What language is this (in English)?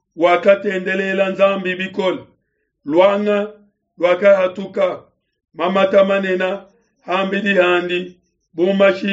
Luba-Lulua